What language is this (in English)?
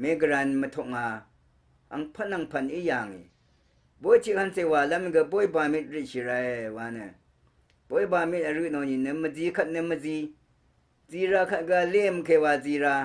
Rawang